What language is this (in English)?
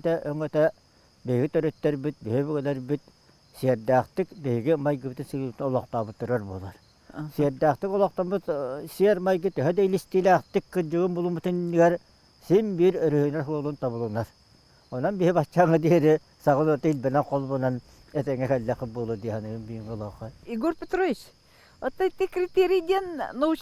Yakut